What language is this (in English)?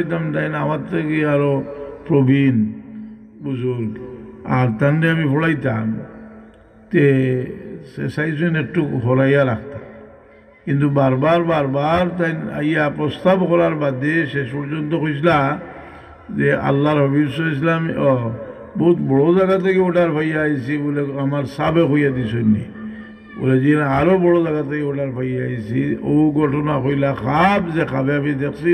Sylheti